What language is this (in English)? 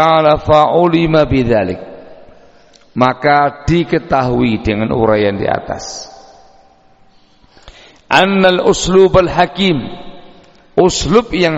Indonesian